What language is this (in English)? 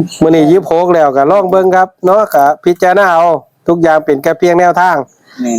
Northeastern Thai